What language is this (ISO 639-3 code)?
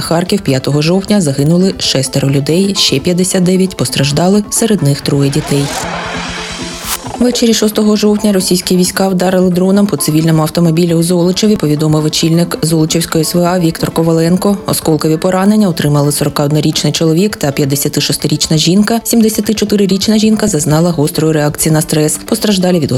ukr